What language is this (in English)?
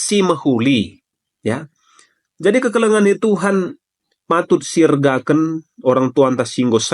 Batak Karo